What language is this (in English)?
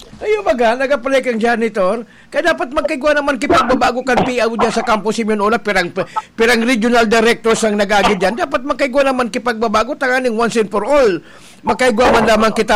Bikol